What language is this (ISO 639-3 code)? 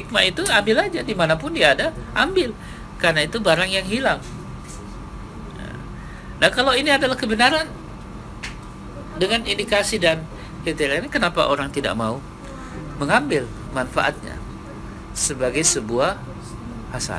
ind